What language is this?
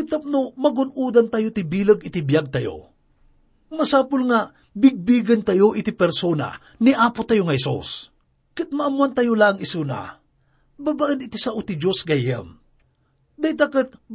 Iloko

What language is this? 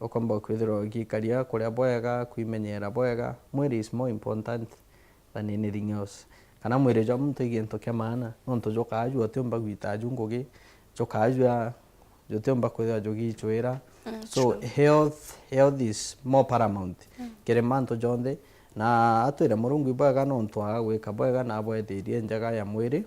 Meru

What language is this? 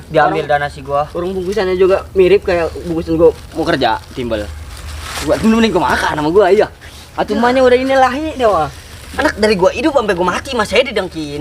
Betawi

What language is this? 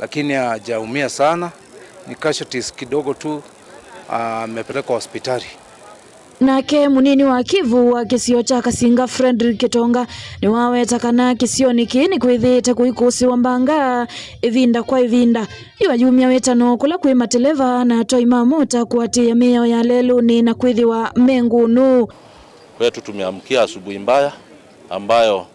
Kamba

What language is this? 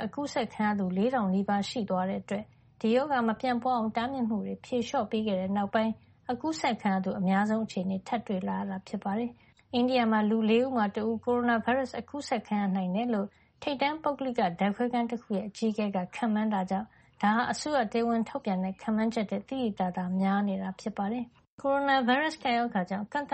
Burmese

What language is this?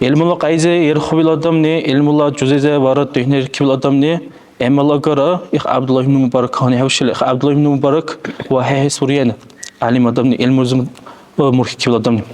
Dargwa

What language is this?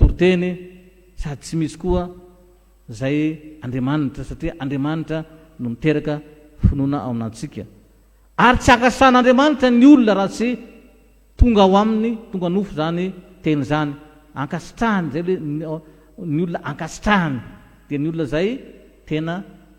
Malagasy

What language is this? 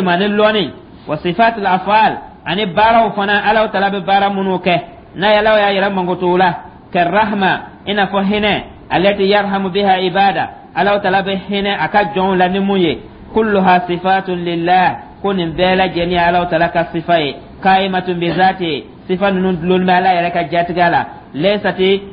Dyula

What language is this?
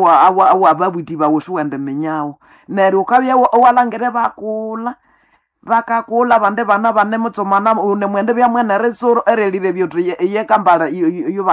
Nande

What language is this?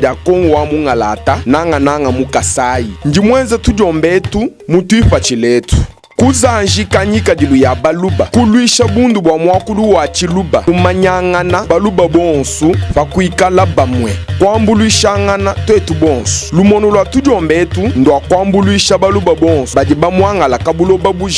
Luba-Lulua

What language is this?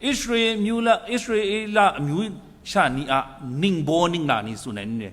Kachin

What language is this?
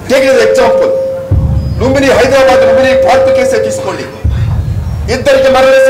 Telugu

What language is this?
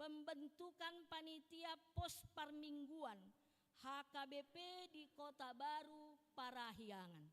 Batak Toba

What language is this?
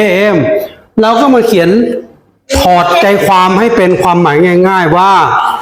Lao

